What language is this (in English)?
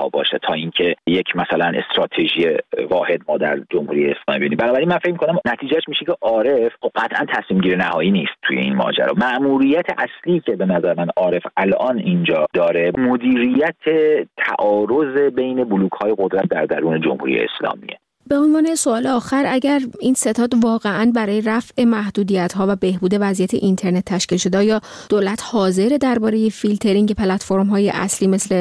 Persian